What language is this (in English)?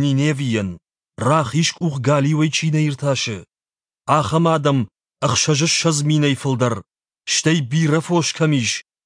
Ossetic